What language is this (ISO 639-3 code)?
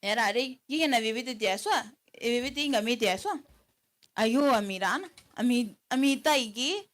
gil